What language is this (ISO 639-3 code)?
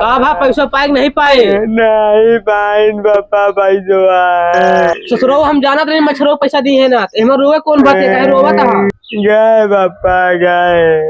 awa